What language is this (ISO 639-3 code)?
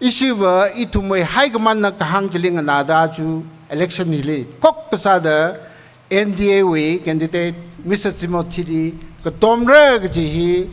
nmf